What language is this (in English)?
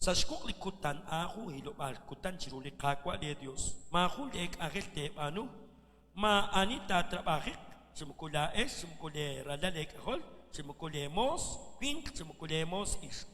Kekchí